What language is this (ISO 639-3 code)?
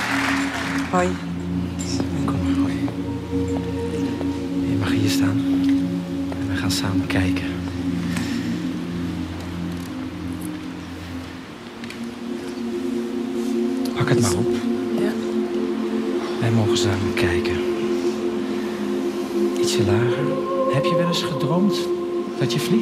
nld